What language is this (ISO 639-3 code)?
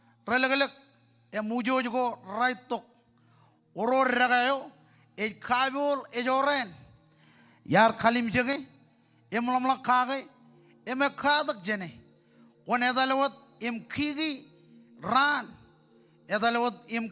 mah